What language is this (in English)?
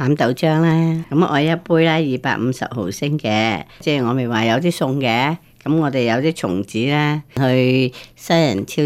Cantonese